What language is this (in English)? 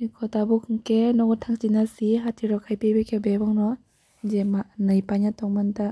Kok Borok